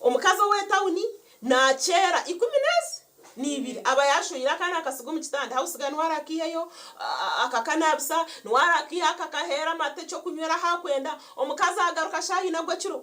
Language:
Nyankole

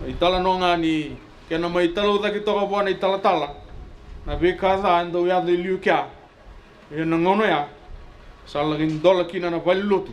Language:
Fijian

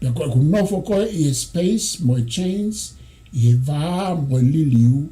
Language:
Tongan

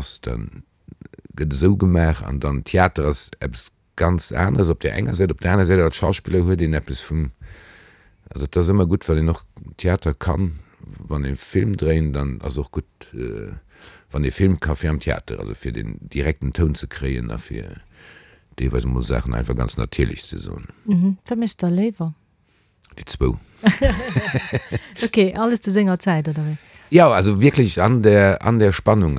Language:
Luxembourgish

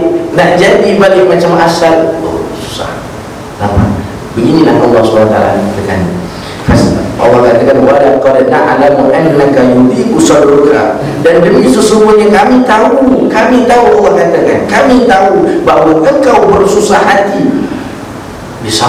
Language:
Malay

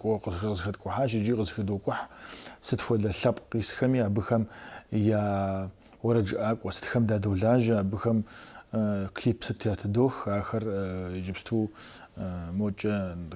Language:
Kabardian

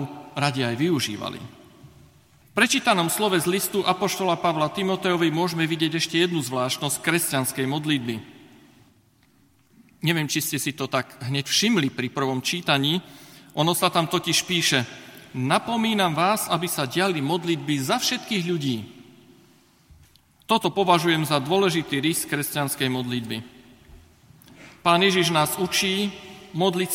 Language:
Slovak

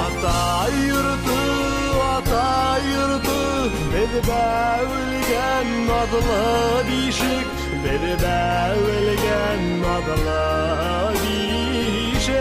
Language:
Bashkir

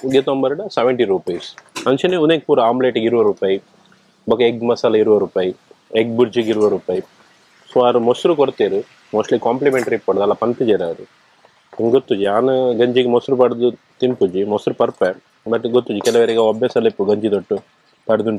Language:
Tulu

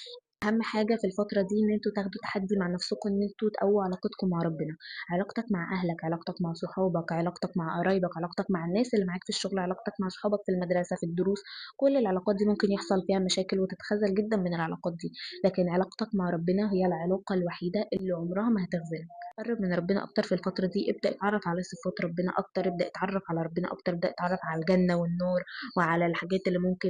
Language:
Egyptian Arabic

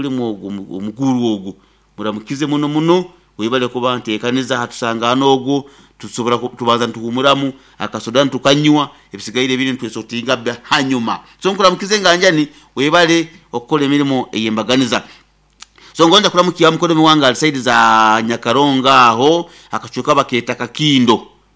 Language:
Nyoro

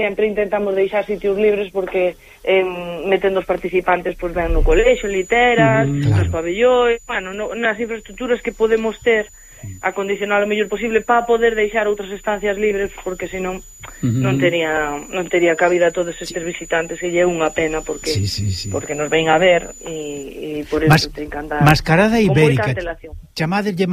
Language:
Galician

